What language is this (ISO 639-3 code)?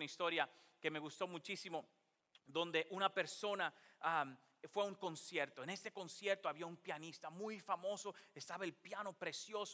spa